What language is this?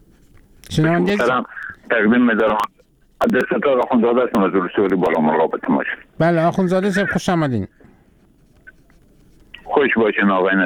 Persian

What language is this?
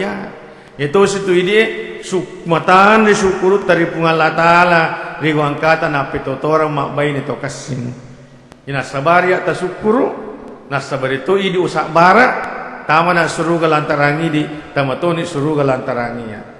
Buginese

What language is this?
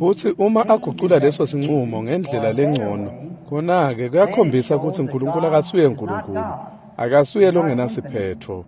Swati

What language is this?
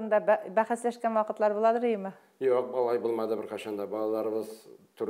Tatar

